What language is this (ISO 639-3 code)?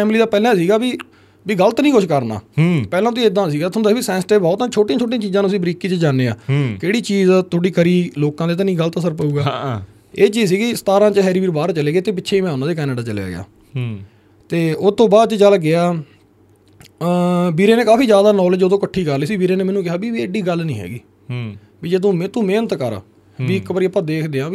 pan